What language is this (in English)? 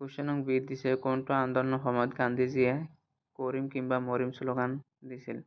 Assamese